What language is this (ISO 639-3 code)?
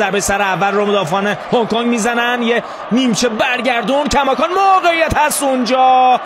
fas